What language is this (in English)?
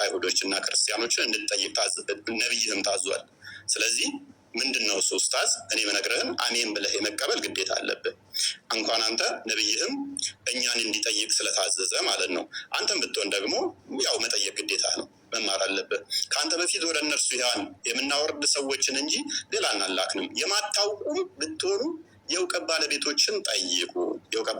Amharic